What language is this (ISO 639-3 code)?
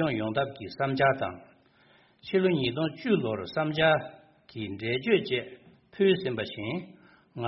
bod